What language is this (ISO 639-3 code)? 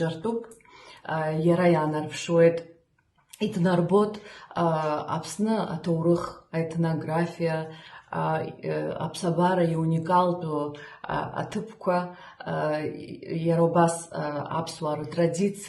abk